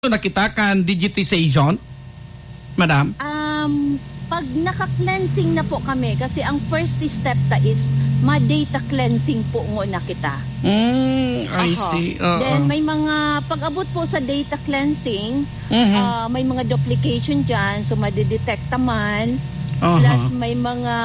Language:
Bikol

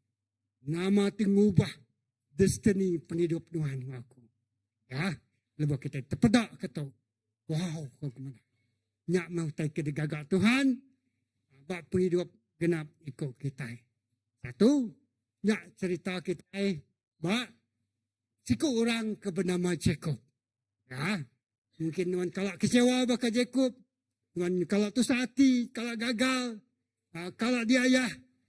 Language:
Iban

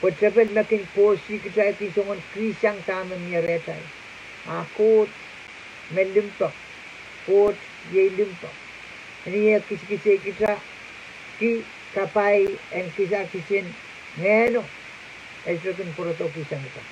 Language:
Pohnpeian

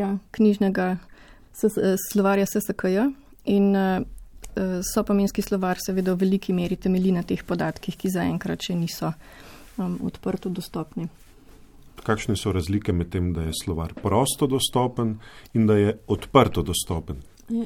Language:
Slovenian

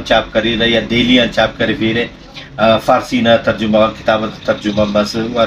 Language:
Brahui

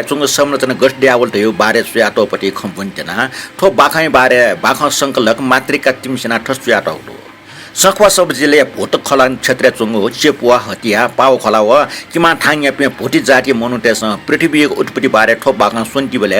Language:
Newari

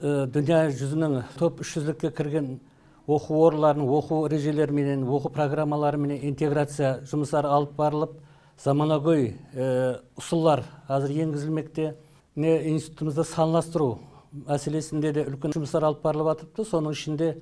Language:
Kara-Kalpak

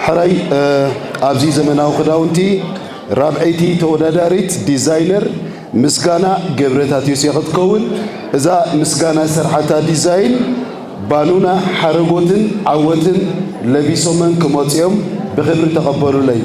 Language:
Tigrinya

